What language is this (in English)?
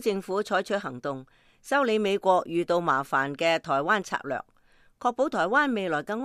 Cantonese